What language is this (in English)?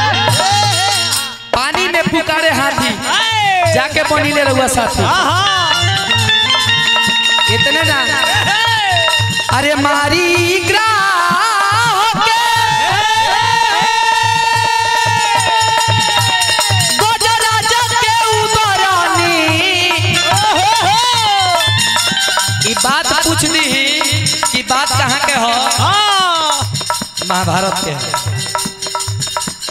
Bhojpuri